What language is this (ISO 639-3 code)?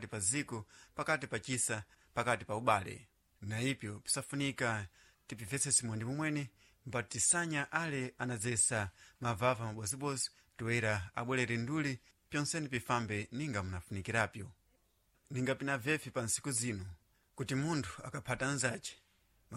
seh